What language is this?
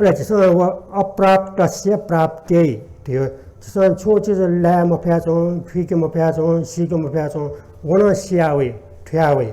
Newari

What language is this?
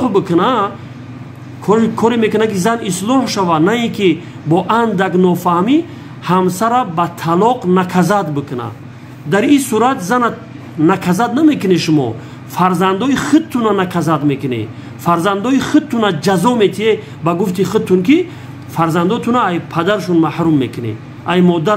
Tajik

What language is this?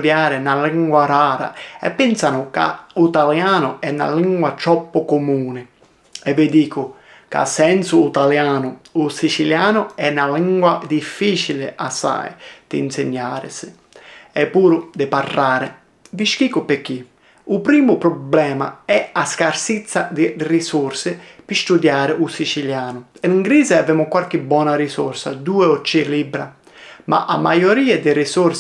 Sicilian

